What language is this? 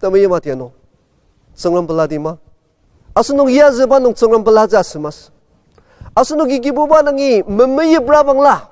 Ao Naga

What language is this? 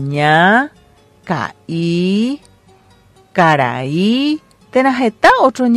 Guarani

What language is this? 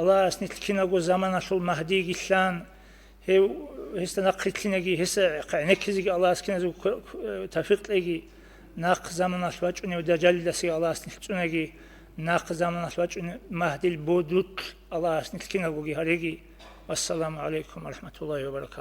Avaric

